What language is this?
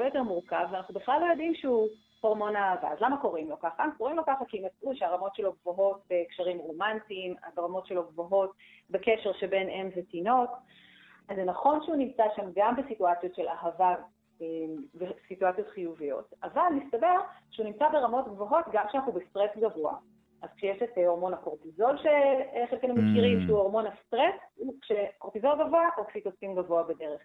Hebrew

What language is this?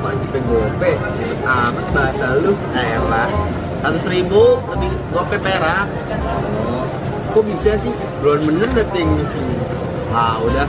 Betawi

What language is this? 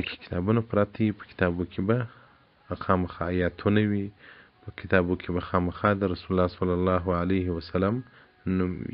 Pashto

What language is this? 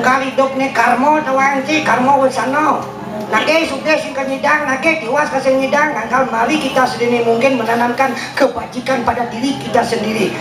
Balinese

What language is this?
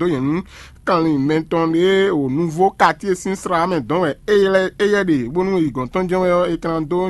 Fon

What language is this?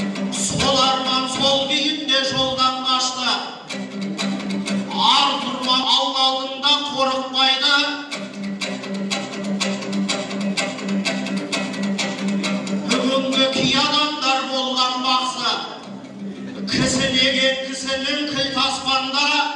Kazakh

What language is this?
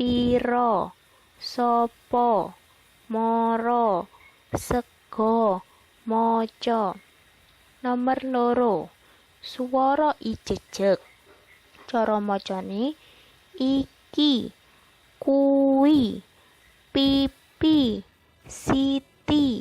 Javanese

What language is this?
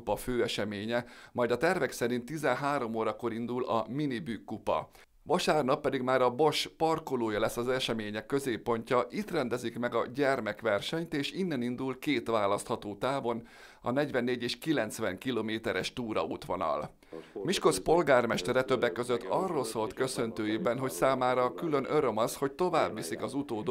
Hungarian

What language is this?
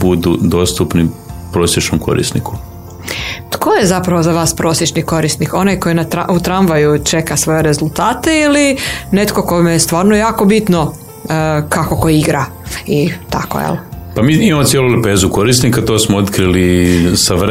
Croatian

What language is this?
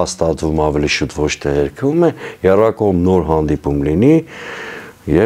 Armenian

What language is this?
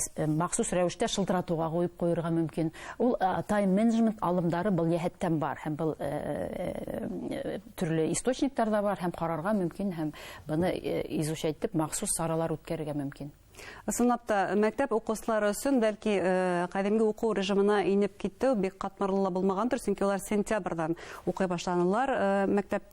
Bashkir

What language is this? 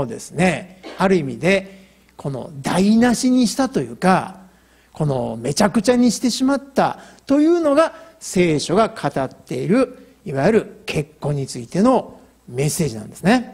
Japanese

